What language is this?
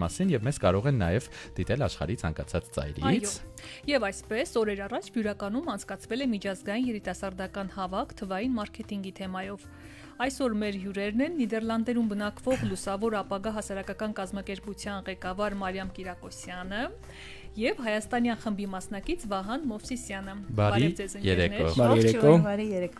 Armenian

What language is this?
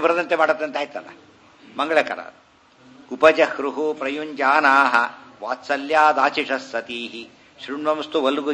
Kannada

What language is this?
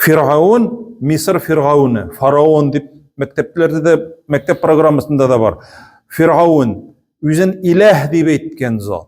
Tatar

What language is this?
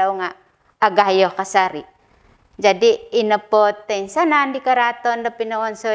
Central Dusun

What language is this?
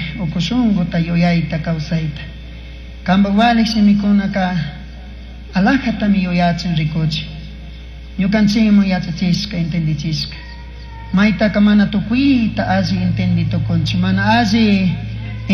Chimborazo Highland Quichua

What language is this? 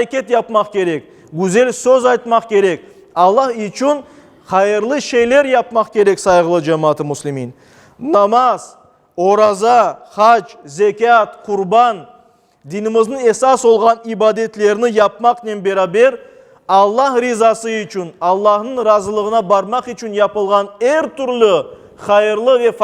Crimean Tatar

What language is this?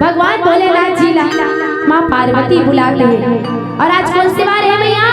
Chhattisgarhi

